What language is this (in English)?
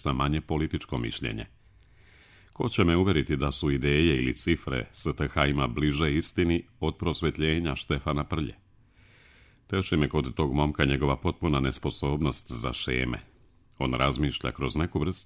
Serbian